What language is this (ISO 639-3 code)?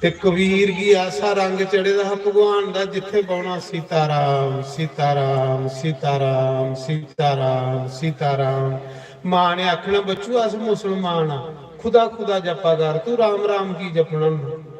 doi